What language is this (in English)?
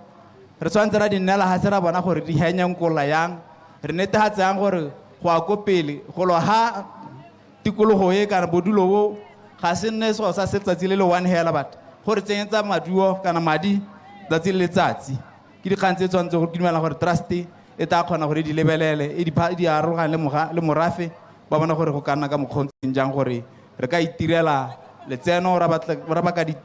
Tswana